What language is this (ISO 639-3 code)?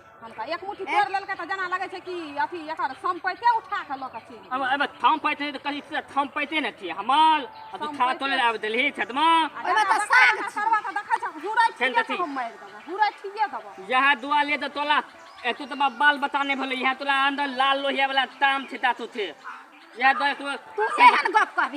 mai